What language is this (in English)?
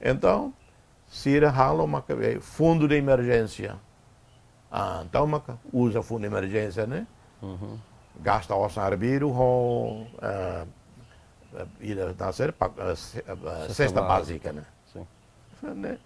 Tetum